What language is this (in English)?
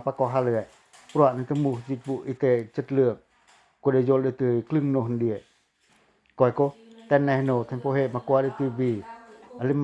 Pacoh